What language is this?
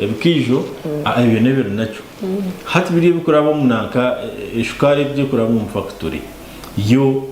Nyankole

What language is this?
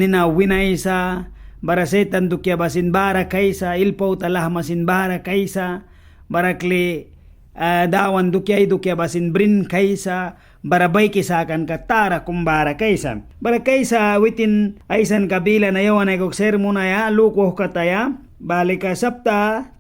Mískito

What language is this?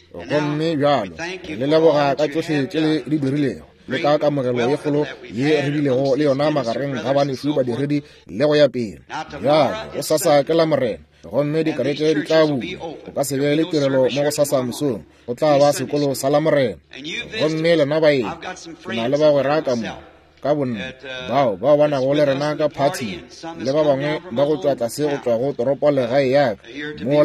Northern Sotho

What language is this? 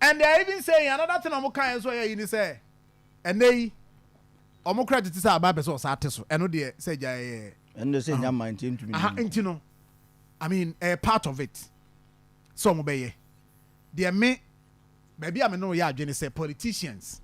Akan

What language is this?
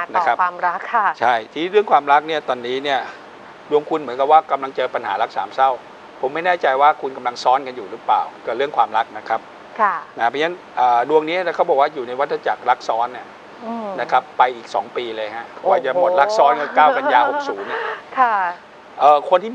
Thai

